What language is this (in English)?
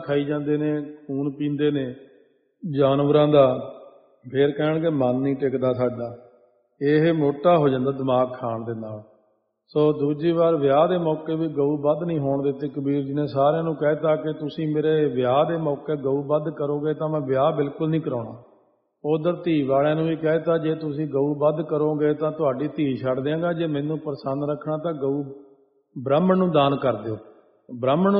Punjabi